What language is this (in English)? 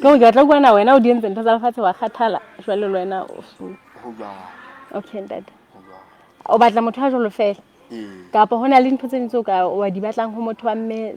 Southern Sotho